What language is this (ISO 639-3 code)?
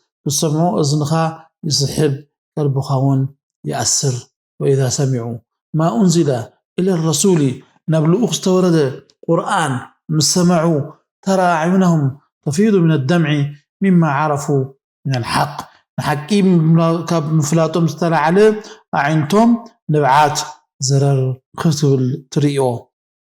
tir